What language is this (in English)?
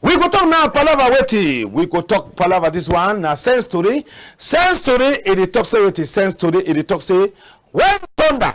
Cameroon Pidgin